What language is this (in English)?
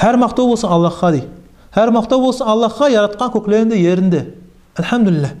Kumyk